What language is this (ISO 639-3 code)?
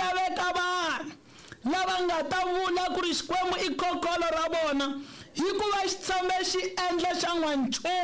tso